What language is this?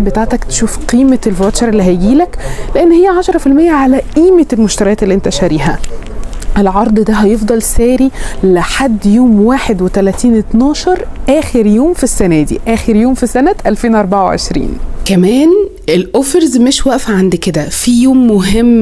Egyptian Arabic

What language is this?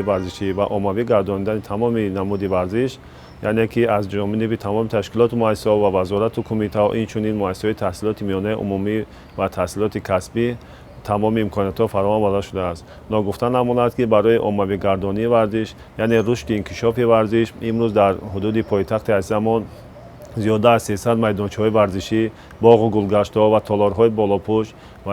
Tajik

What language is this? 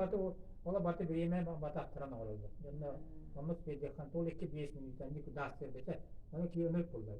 Yakut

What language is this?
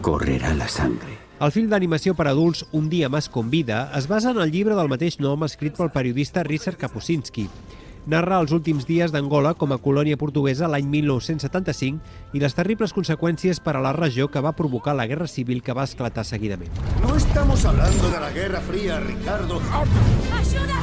Catalan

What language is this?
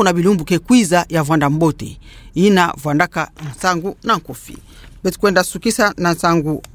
Kituba (Democratic Republic of Congo)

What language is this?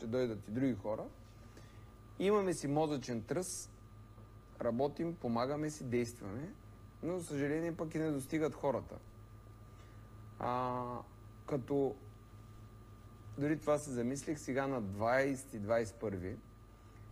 Bulgarian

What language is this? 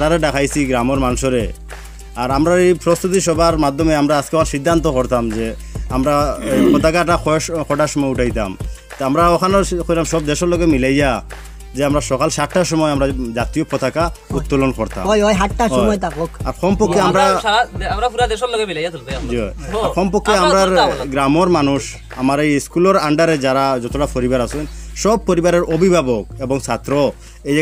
Sylheti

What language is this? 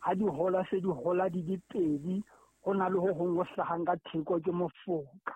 Southern Sotho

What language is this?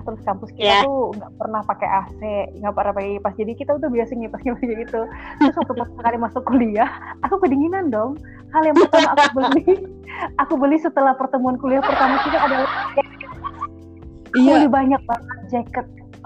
Indonesian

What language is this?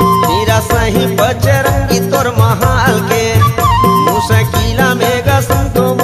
Chhattisgarhi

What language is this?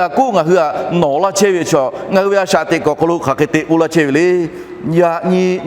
Lahu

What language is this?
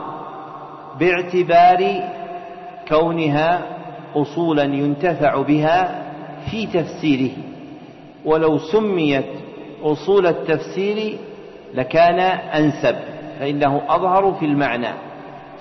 Arabic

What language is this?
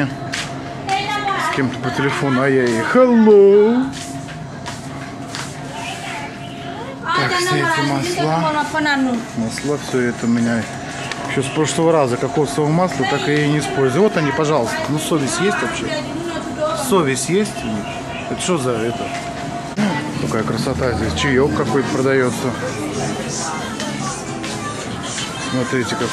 Russian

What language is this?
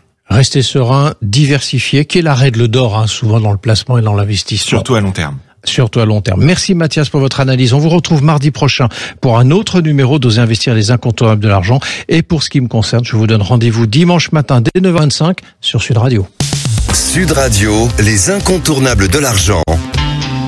French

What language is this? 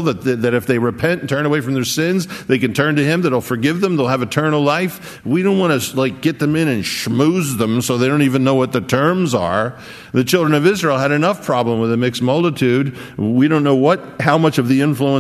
English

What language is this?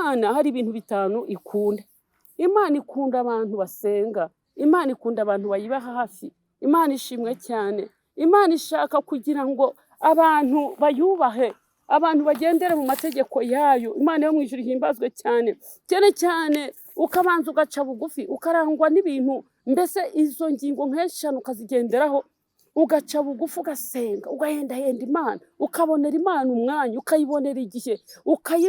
Kinyarwanda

